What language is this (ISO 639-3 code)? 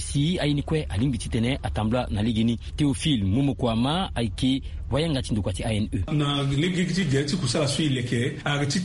sag